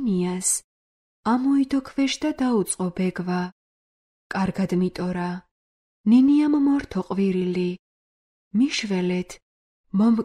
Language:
Georgian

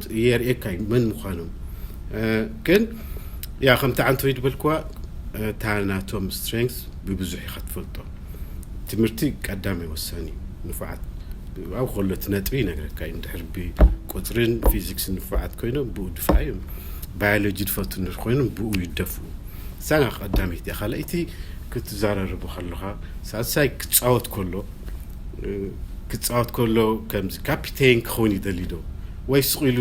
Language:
Tigrinya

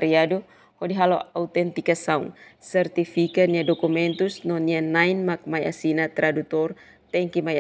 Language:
Tetum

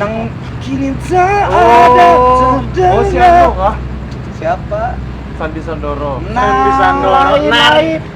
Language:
Banjar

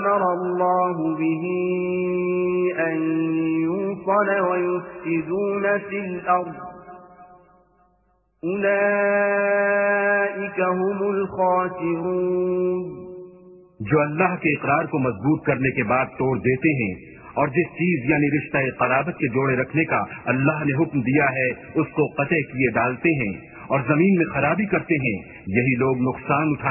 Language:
Urdu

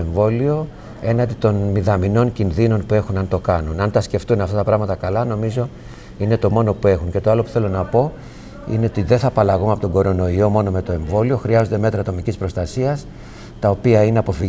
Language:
Greek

